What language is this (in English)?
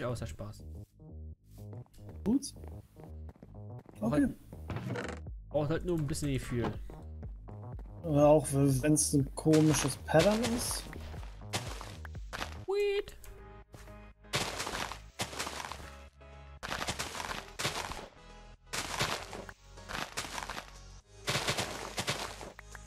German